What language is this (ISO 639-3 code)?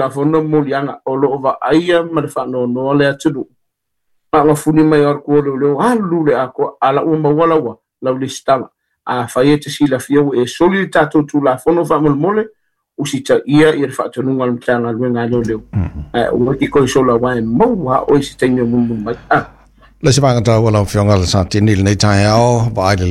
smo